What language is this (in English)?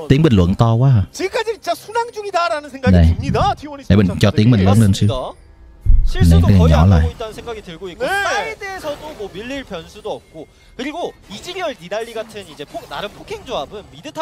Korean